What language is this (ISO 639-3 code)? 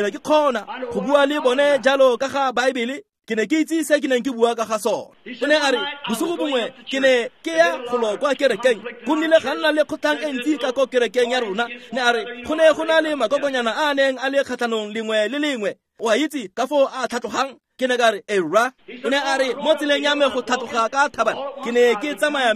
tsn